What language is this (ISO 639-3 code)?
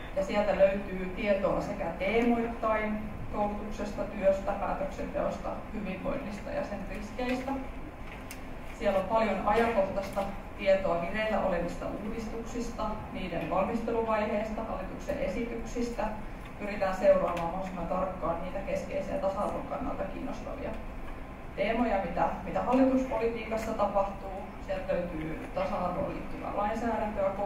fin